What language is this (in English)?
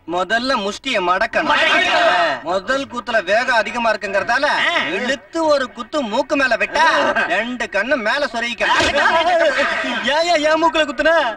Tamil